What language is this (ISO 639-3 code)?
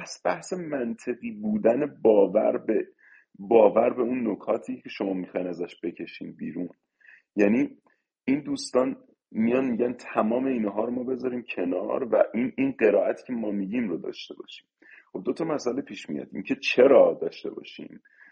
fas